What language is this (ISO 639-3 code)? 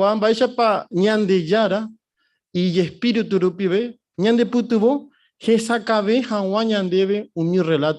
grn